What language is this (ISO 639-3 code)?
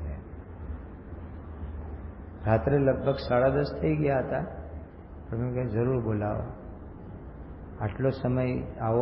guj